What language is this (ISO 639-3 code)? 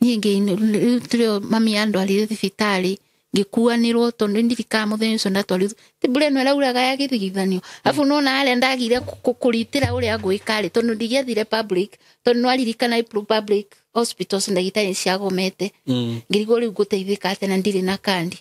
kik